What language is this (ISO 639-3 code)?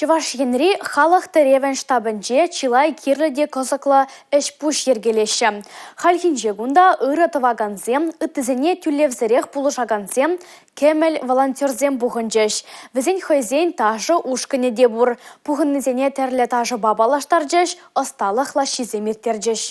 chv